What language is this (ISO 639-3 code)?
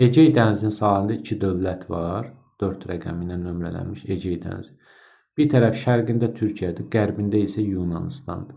aze